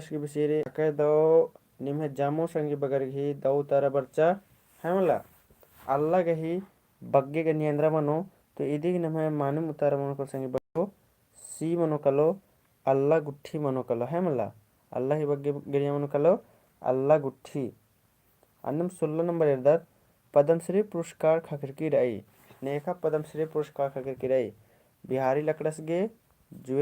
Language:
Kurukh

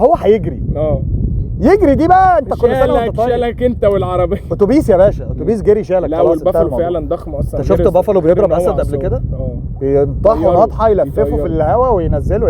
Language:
Egyptian Arabic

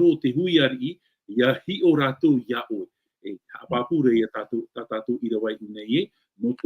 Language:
Tahitian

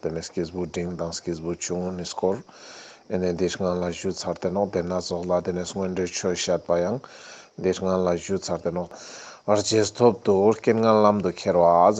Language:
Ladakhi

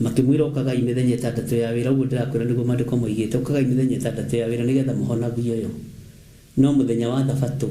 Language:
Kikuyu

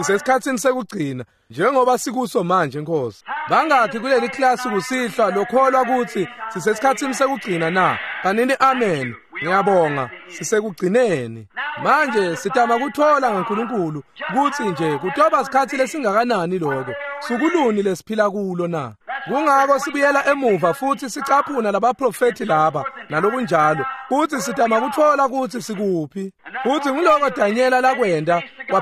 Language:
Swati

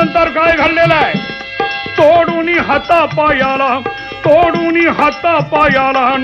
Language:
Marathi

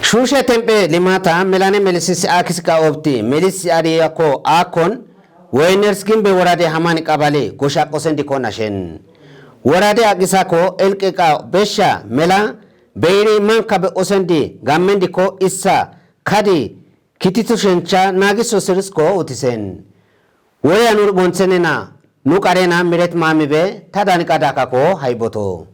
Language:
Kafa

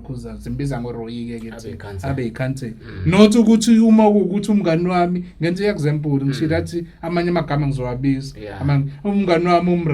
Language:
Zulu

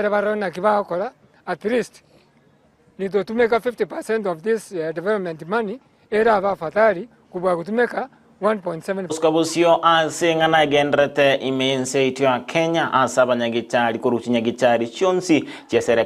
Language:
Gusii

